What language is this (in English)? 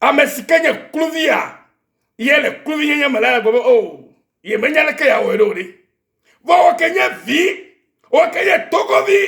Ewe